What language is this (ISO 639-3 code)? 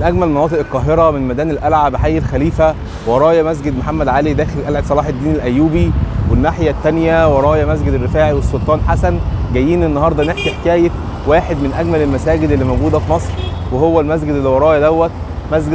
arz